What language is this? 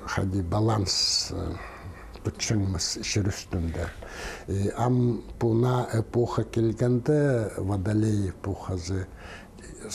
Khakas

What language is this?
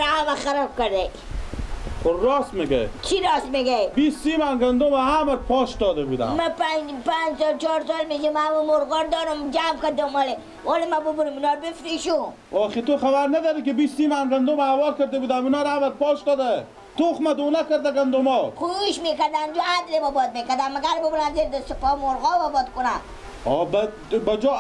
Persian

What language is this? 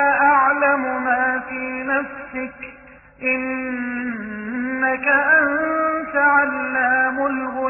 Arabic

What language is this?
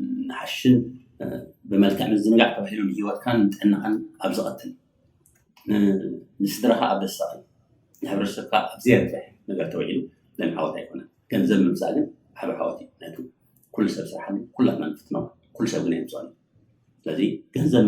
Tigrinya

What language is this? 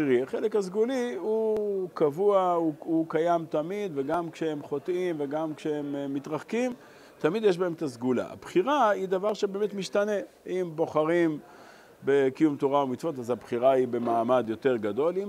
Hebrew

